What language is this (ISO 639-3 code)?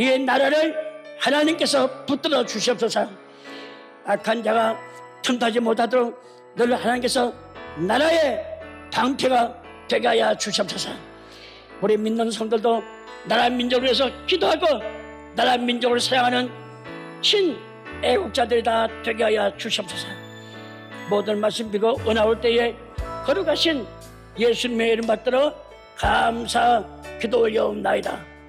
kor